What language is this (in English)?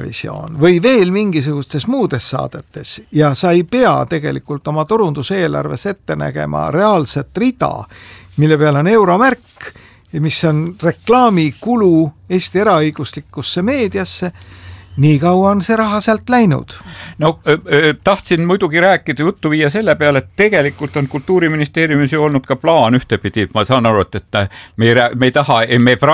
Estonian